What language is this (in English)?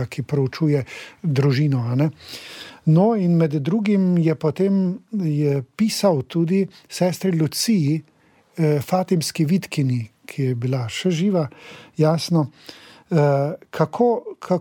Slovenian